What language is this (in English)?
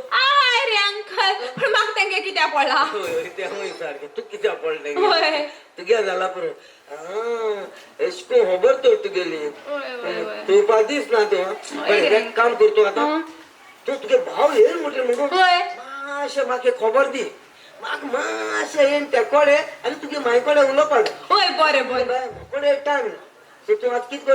Konkani